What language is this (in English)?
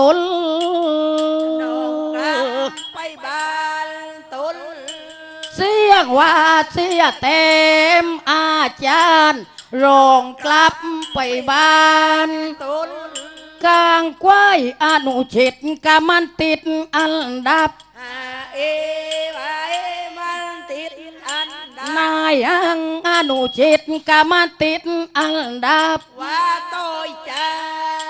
Southern Thai